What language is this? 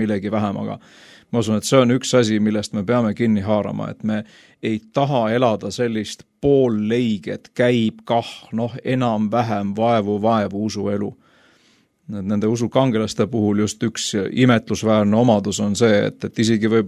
Estonian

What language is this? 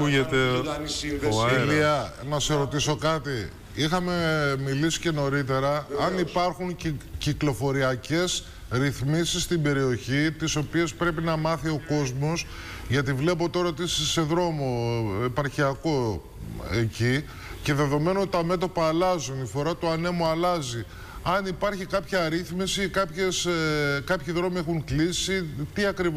Greek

